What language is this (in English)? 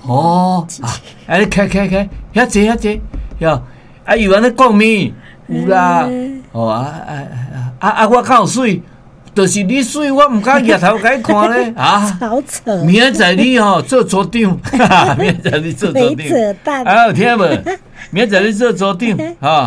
Min Nan Chinese